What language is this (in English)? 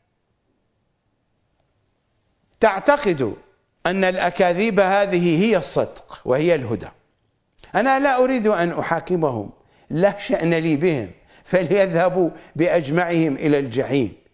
Arabic